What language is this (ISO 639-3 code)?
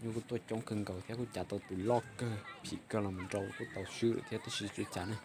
hmn